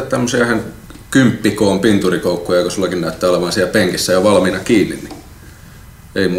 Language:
Finnish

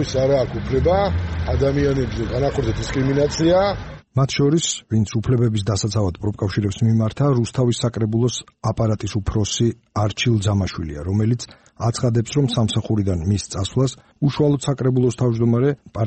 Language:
Georgian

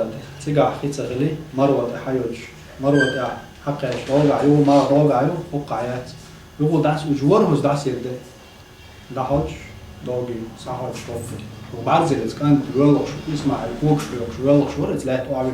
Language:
Chechen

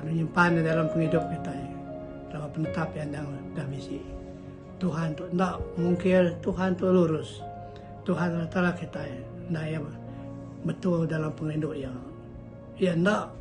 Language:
Iban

